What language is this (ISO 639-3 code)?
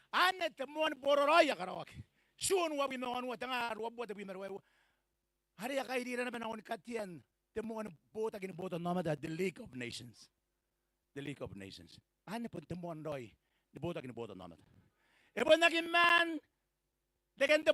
gil